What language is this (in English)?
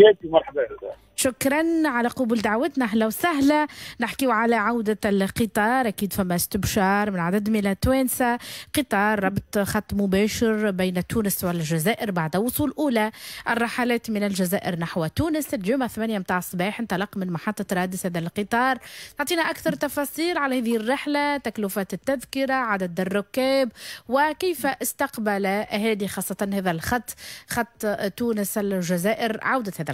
Tunisian Arabic